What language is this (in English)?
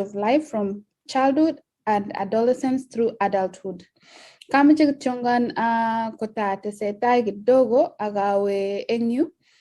Kalenjin